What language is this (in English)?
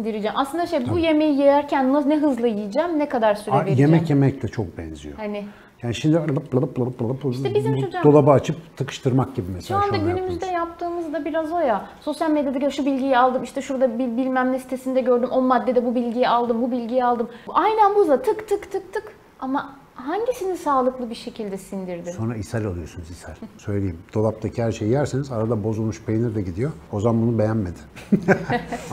Turkish